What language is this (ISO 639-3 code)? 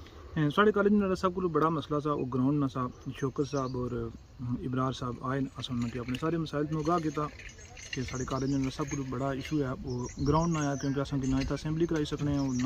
phr